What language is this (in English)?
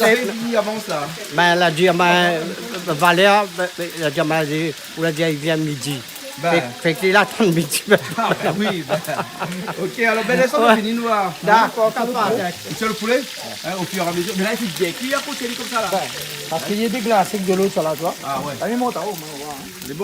Réunion Creole French